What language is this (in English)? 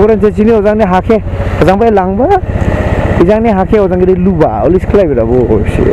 Dimasa